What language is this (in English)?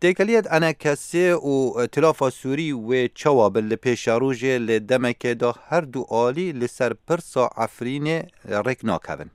Kurdish